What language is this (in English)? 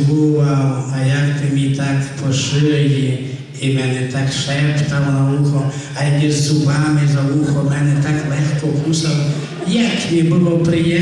Rusyn